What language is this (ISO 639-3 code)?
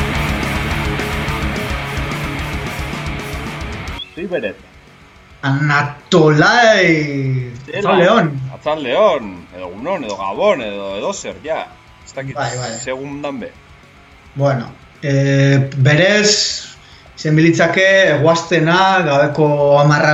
eus